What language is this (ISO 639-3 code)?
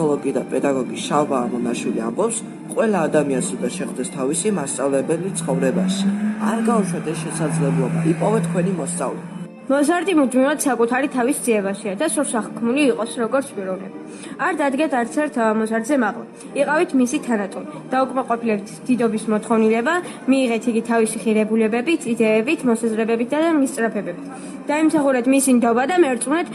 kat